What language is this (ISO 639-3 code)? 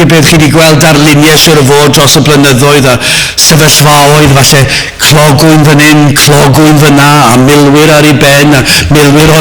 cym